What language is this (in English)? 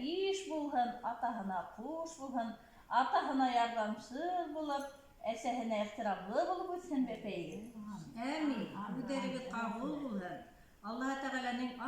Bashkir